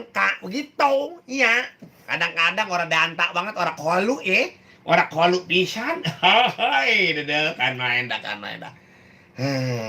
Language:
Betawi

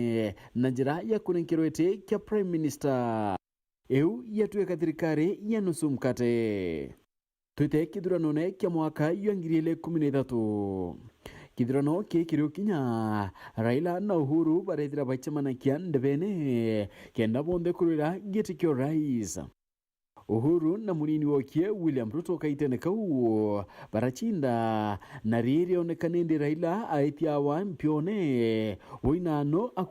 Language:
Meru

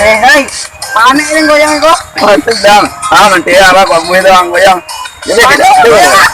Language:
Minangkabau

